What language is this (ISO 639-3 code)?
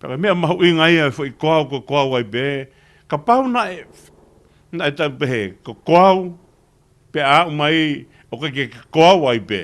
ton